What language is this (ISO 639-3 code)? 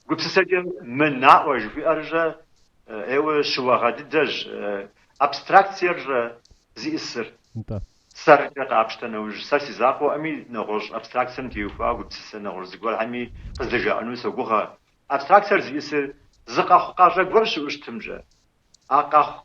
kbd